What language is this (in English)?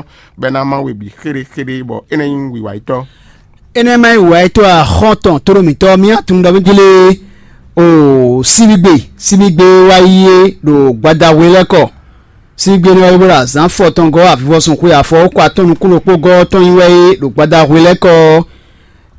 Fon